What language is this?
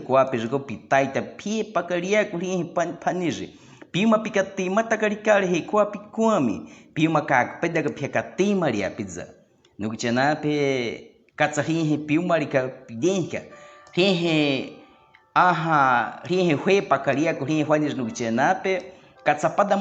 Baniwa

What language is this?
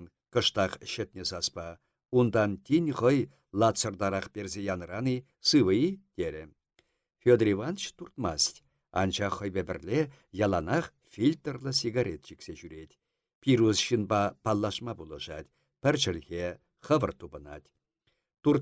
Chuvash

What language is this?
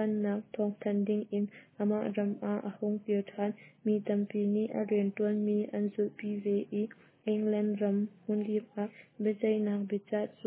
Hakha Chin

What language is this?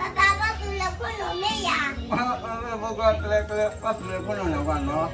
S'gaw Karen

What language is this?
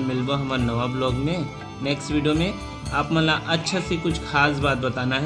Chhattisgarhi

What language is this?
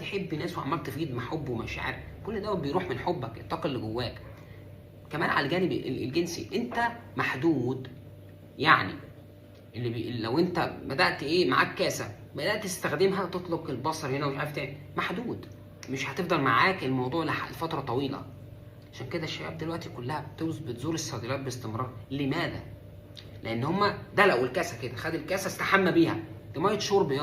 Egyptian Arabic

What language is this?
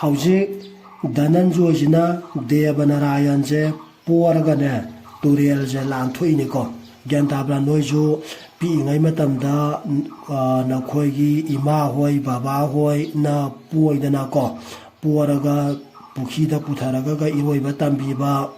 Manipuri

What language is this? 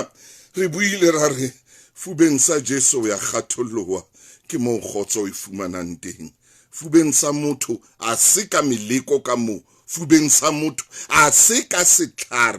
Southern Sotho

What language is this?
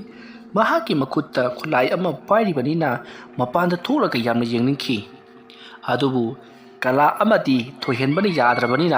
Manipuri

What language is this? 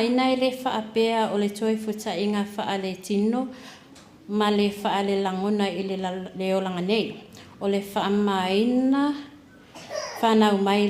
Samoan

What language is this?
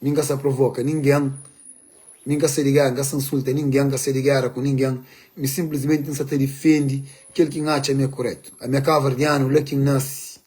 Kabuverdianu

